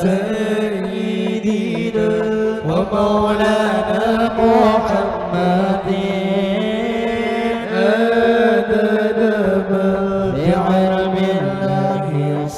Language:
Banjar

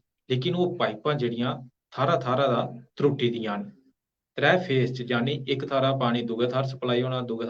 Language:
Dogri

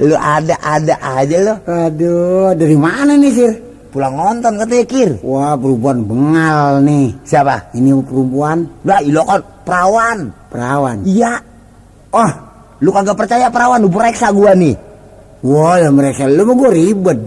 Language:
Betawi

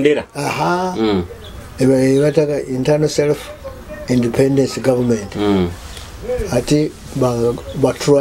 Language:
Nyoro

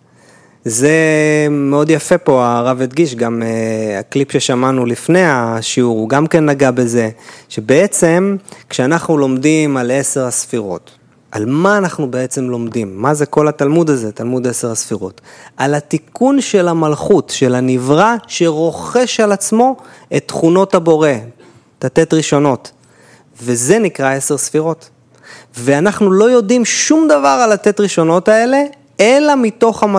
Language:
Hebrew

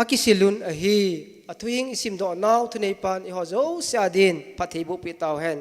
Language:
Thado Chin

